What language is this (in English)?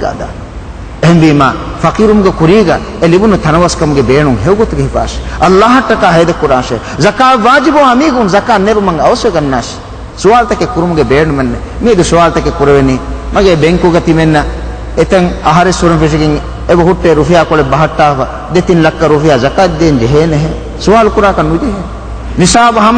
Divehi